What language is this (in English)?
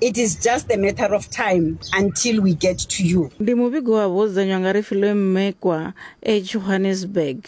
Venda